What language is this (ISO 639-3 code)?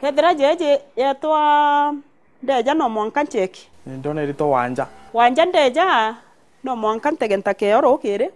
mer